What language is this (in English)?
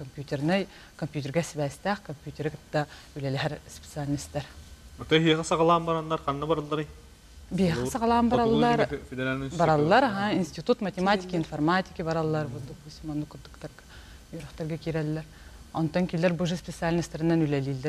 Yakut